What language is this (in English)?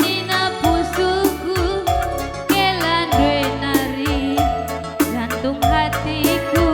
Batak Karo